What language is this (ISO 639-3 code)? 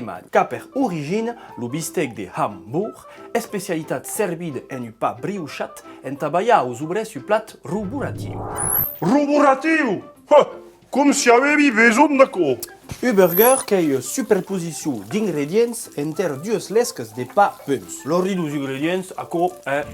oci